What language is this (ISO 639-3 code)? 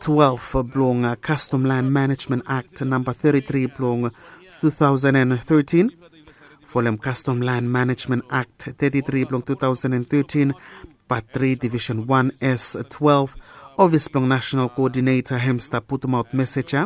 bis